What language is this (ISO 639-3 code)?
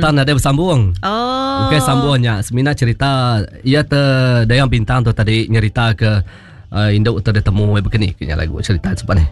iba